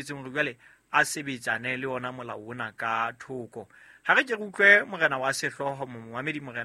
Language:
Southern Sotho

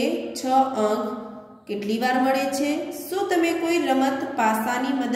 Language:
Gujarati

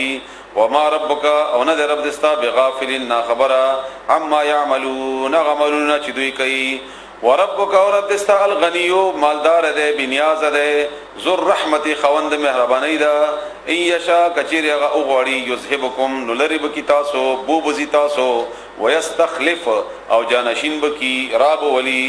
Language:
Pashto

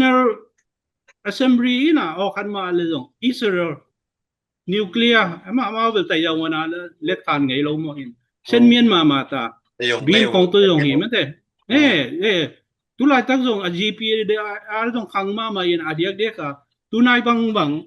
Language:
Tedim Chin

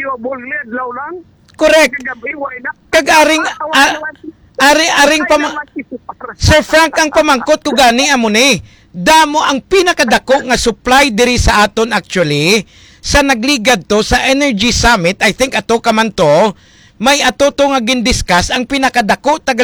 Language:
Hiligaynon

